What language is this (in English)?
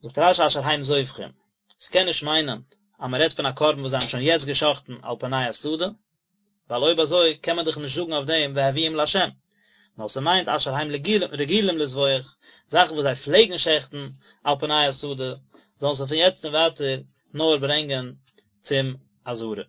Yiddish